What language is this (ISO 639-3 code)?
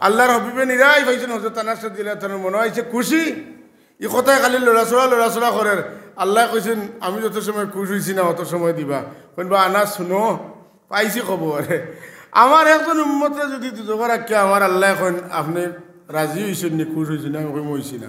syl